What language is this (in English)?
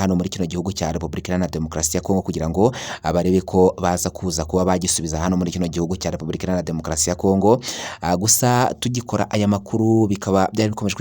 Kinyarwanda